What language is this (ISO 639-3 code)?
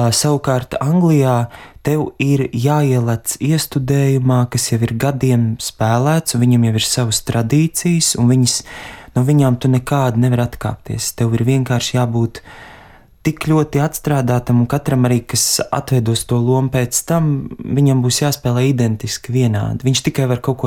lav